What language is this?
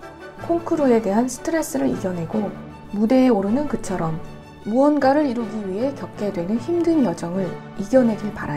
Korean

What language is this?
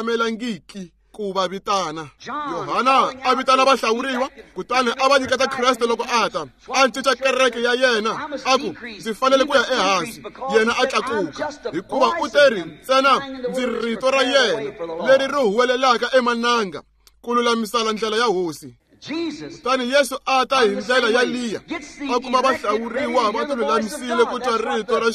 Tsonga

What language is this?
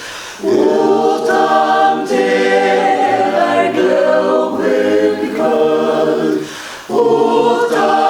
Faroese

